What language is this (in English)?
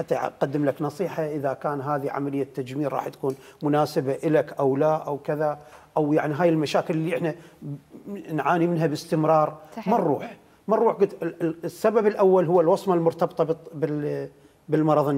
Mesopotamian Arabic